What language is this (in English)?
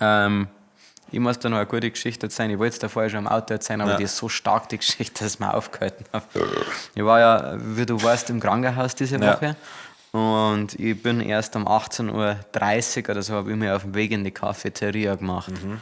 Bavarian